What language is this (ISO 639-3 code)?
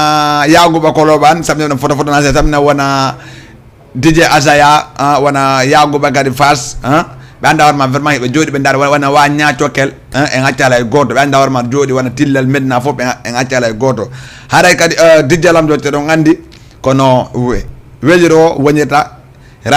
ful